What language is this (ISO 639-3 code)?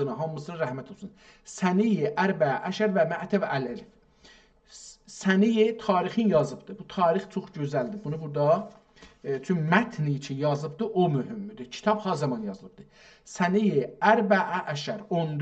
azb